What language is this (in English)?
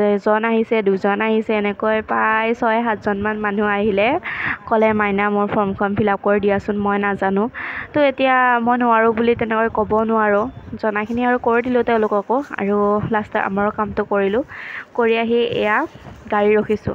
Assamese